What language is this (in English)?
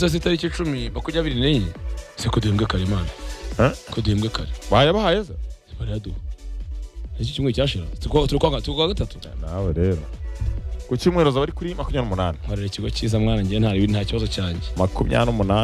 Kinyarwanda